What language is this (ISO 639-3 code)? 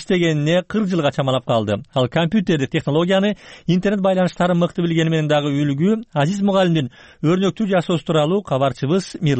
kir